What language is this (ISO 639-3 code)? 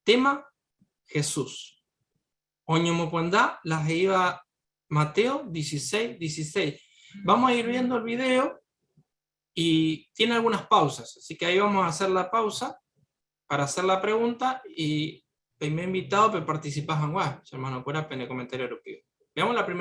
grn